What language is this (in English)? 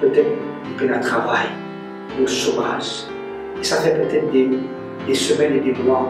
Morisyen